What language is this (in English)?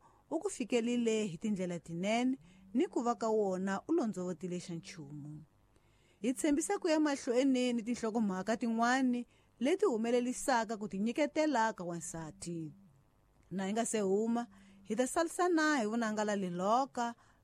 Tsonga